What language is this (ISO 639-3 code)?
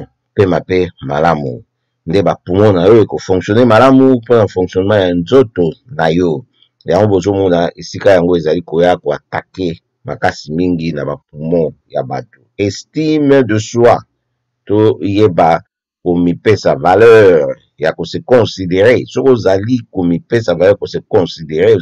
lin